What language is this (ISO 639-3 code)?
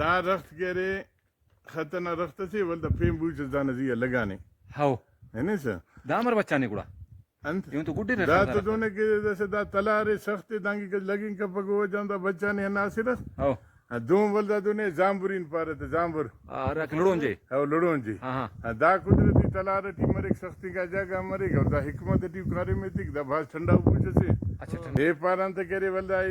brh